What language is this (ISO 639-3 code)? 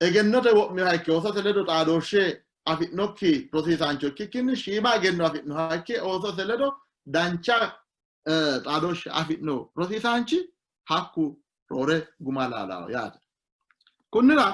sid